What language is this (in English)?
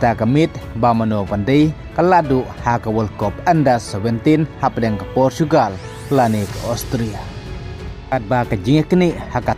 Khasi